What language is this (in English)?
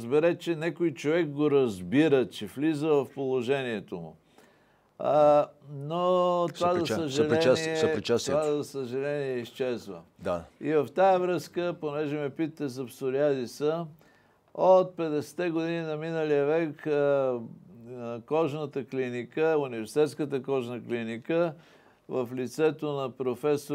Bulgarian